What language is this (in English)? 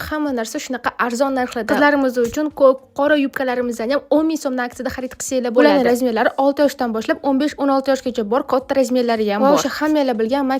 Uzbek